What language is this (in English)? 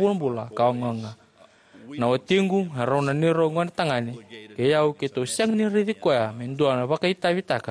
Fijian